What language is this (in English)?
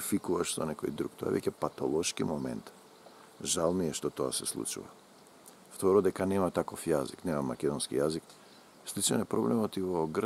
Macedonian